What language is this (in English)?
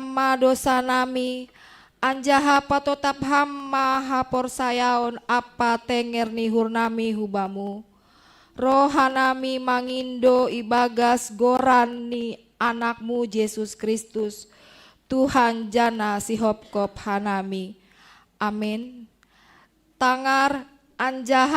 Batak Simalungun